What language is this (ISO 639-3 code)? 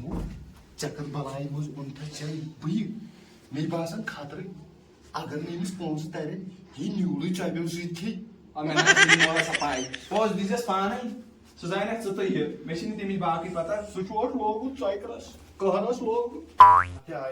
kas